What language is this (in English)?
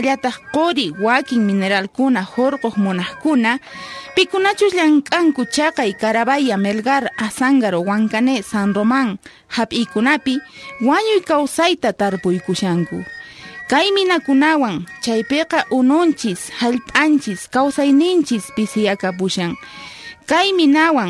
South Bolivian Quechua